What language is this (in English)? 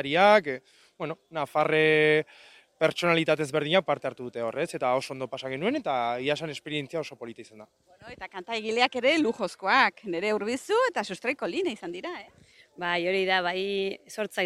Basque